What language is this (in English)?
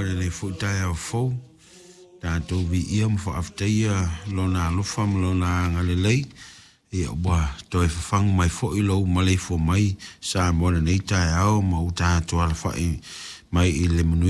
Samoan